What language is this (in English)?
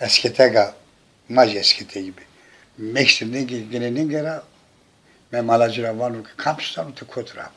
Zaza